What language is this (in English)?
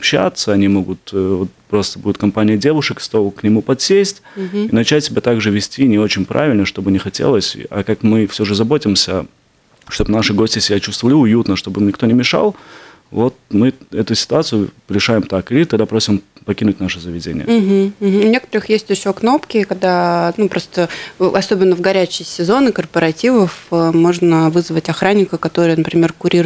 Russian